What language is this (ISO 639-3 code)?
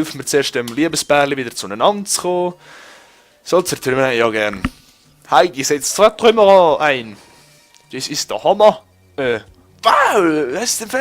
gsw